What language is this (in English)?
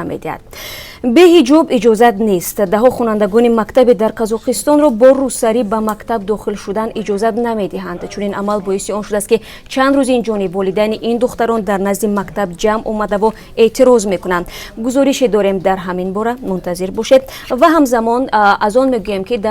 Tajik